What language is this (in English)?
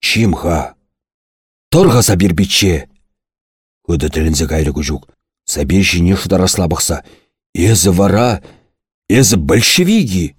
Chuvash